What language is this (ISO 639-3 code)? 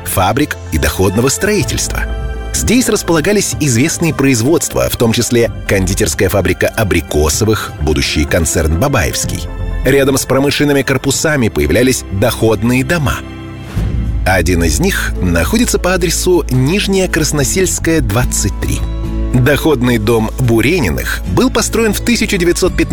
rus